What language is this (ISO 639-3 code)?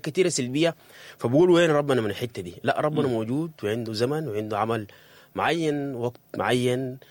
apd